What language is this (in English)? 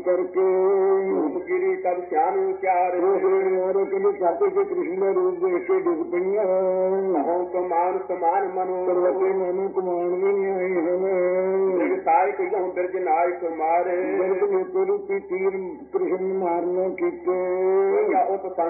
Punjabi